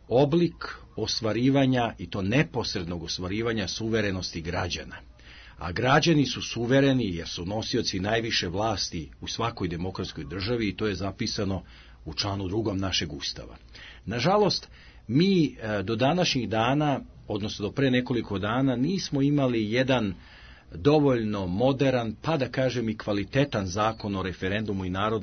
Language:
Serbian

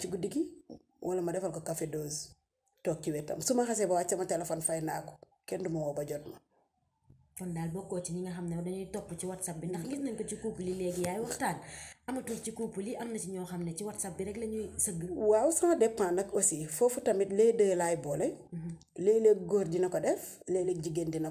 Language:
Wolof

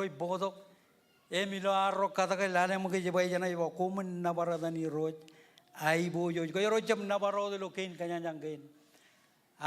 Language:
Marshallese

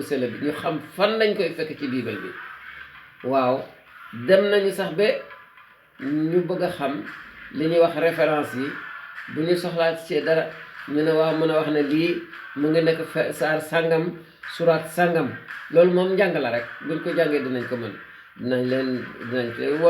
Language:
Wolof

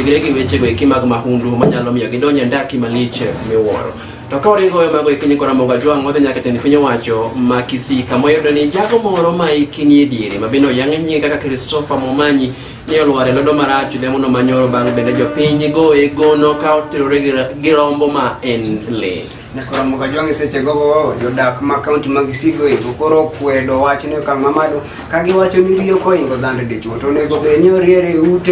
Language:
Luo (Kenya and Tanzania)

